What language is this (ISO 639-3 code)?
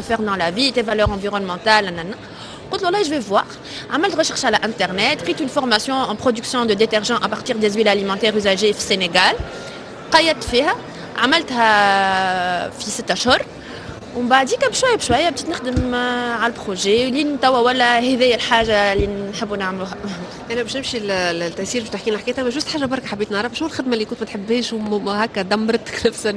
aeb